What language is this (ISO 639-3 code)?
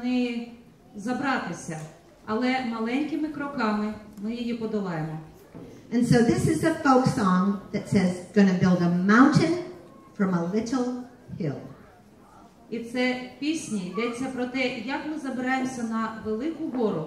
ukr